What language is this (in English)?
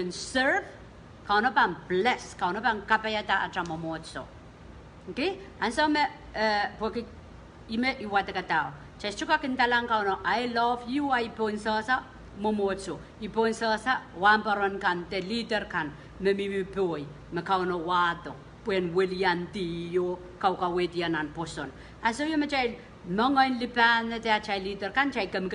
Pohnpeian